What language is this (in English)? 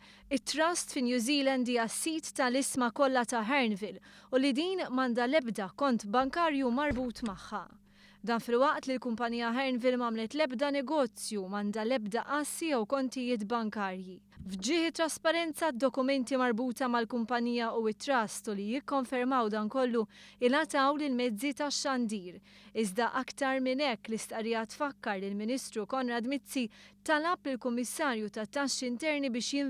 Maltese